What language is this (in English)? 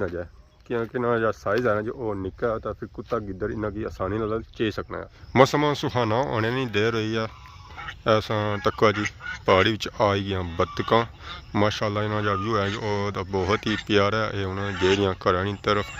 Pahari-Potwari